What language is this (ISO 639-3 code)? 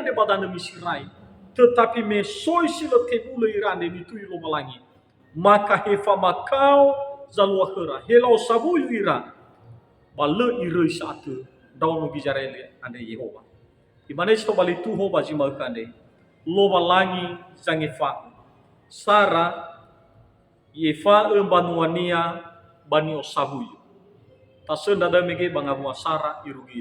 nia